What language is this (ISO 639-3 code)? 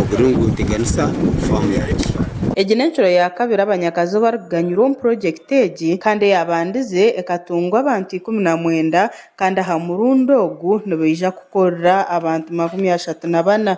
nyn